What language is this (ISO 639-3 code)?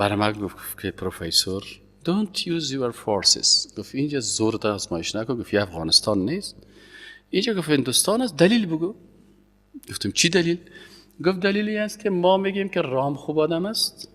fas